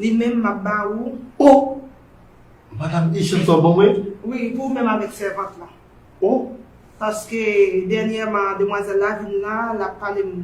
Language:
Haitian Creole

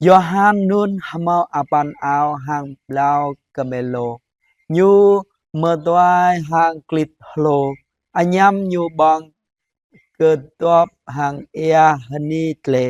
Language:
Jarai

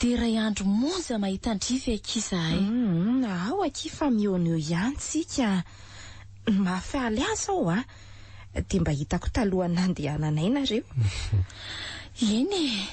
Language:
Malagasy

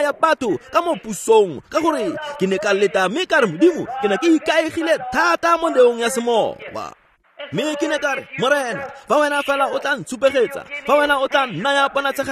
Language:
Tswana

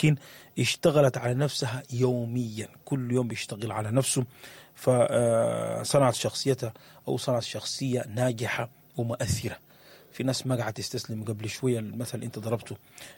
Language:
Sudanese Arabic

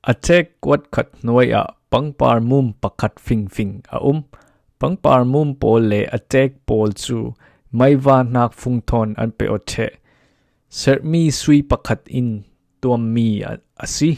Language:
Falam Chin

